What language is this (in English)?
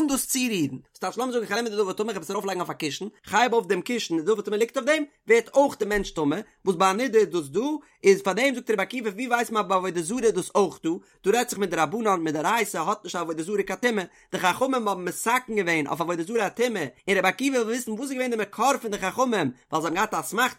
Yiddish